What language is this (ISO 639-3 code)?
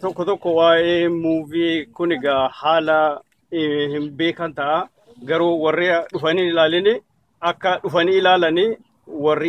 orm